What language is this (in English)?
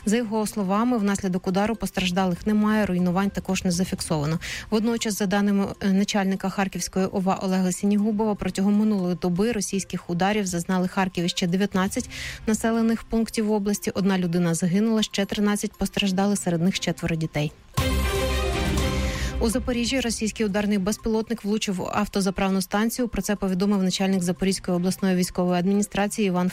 Ukrainian